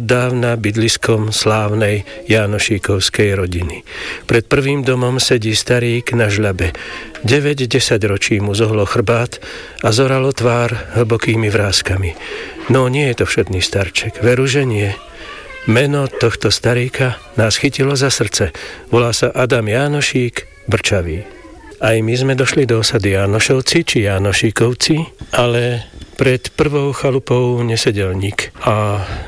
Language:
Slovak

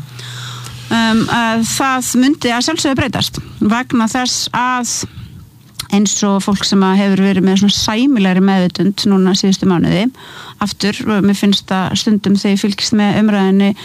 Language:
Icelandic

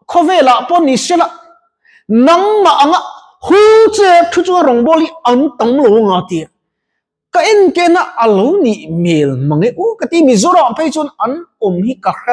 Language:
Mizo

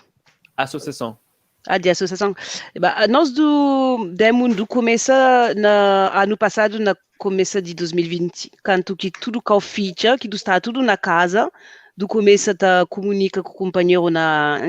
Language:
Kabuverdianu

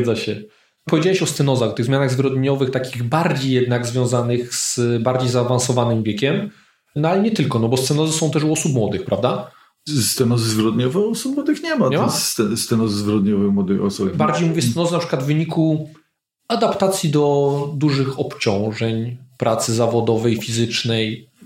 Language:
Polish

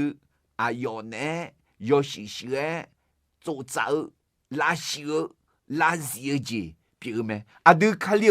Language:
Akha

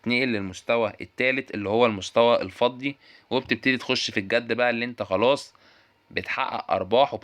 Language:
Egyptian Arabic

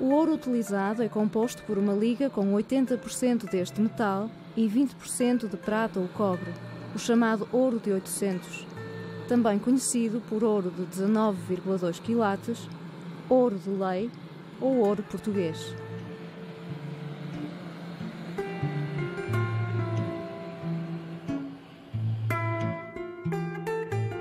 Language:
Portuguese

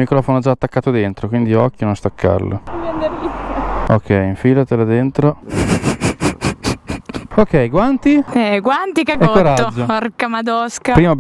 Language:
Italian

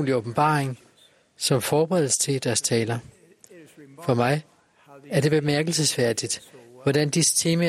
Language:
Danish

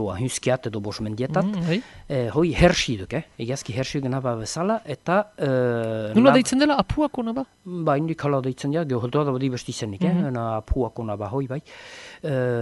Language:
Basque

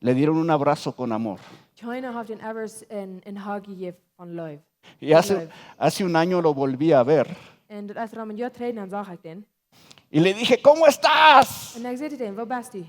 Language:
Plautdietsch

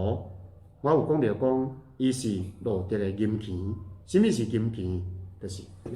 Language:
Min Nan Chinese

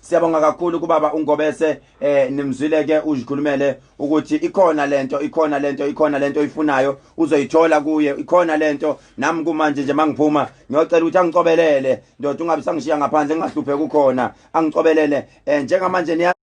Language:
Zulu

